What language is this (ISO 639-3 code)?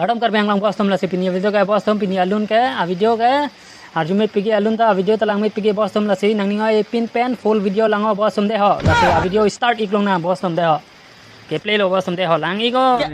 mjw